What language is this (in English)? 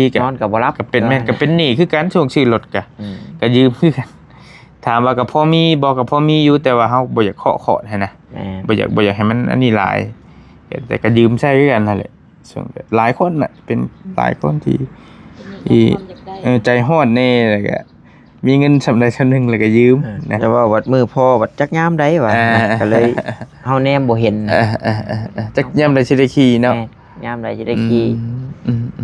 Northeastern Thai